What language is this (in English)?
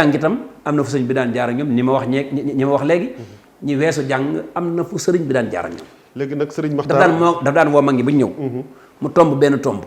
Wolof